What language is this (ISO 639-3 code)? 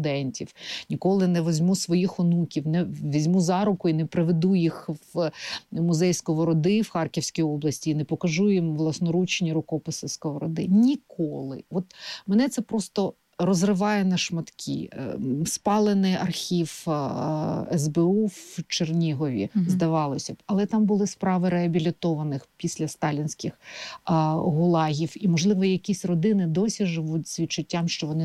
ukr